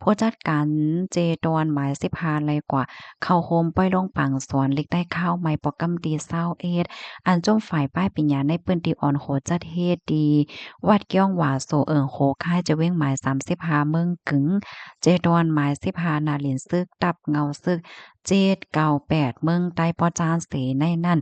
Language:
Shan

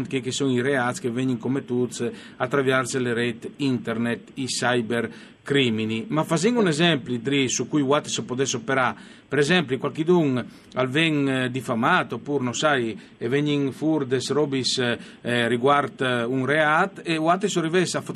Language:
Friulian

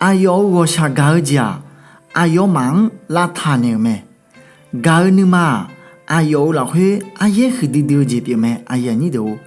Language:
Akha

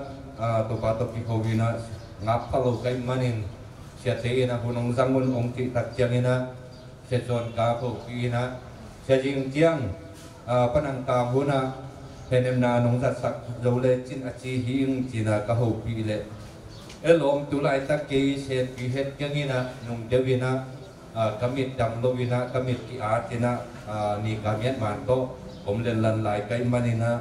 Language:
Tedim Chin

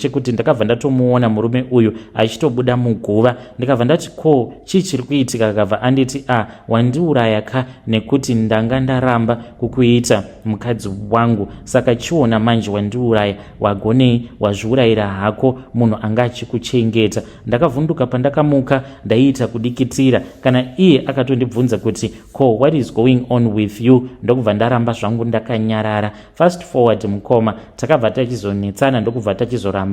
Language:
Shona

